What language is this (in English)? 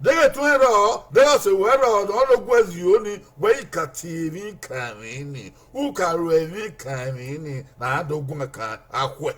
Bini